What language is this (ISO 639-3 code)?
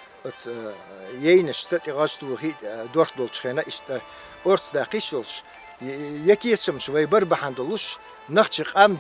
che